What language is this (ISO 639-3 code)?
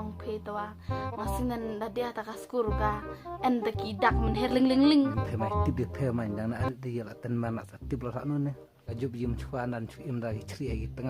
kha